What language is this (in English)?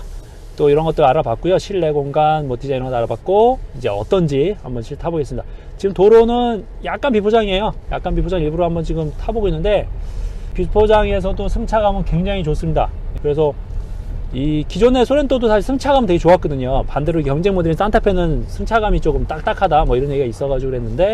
Korean